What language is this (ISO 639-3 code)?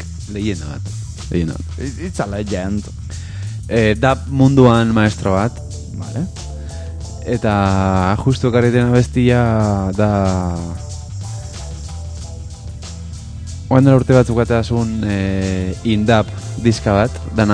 eus